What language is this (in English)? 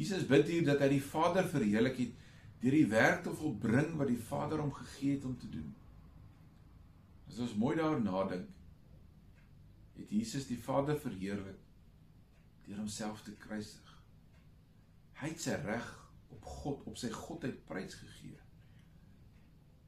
Afrikaans